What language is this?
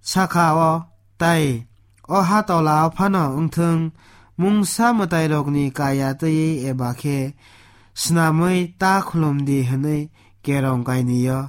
Kok Borok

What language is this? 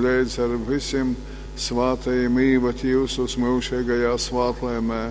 Latgalian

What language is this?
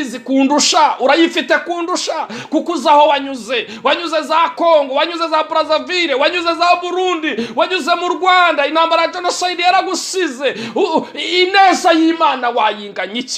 Kinyarwanda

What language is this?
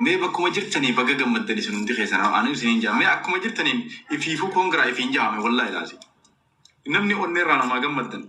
Oromo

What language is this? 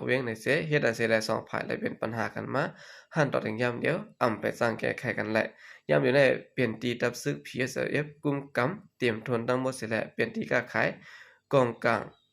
Shan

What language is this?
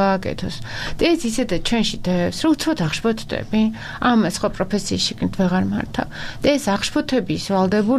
Georgian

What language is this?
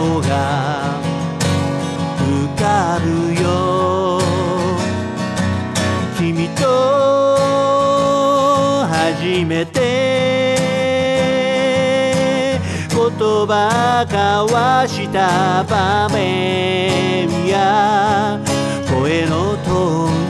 Japanese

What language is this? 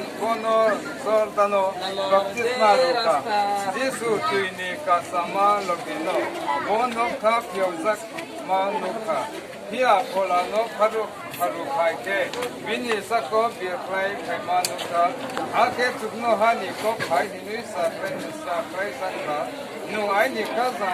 Kok Borok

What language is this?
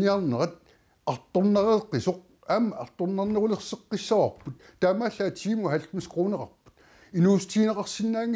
Kalaallisut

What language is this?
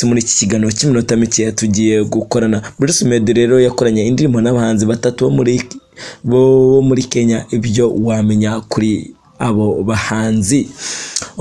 Kinyarwanda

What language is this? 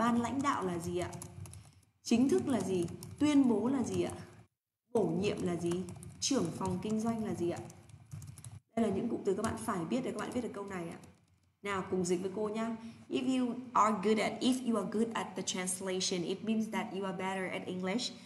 Vietnamese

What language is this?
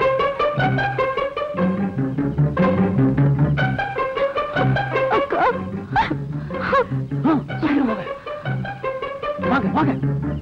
Tamil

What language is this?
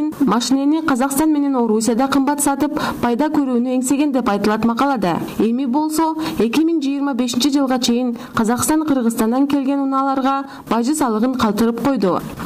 Kyrgyz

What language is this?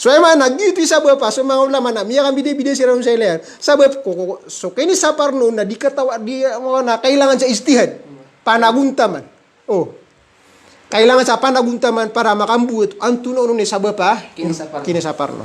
Maranao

